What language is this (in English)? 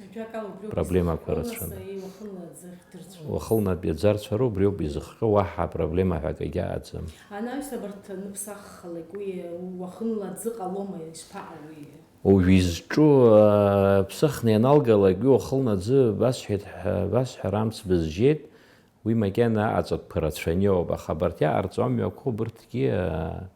Abkhazian